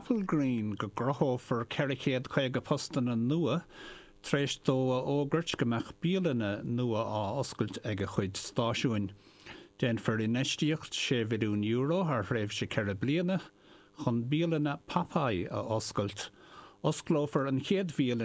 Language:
Irish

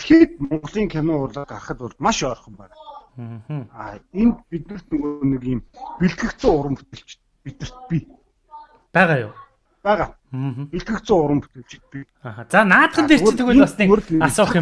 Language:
Mongolian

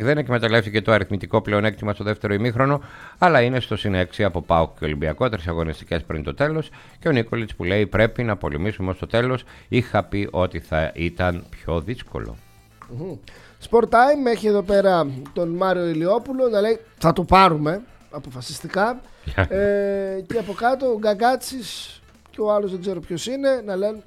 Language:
Greek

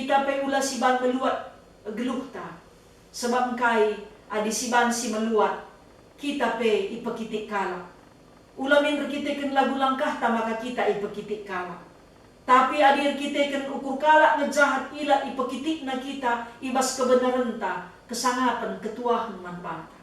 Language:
Batak Karo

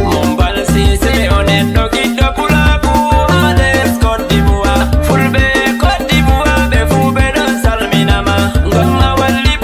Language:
Nigerian Fulfulde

